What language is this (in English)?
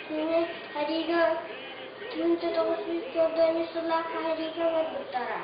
Yakut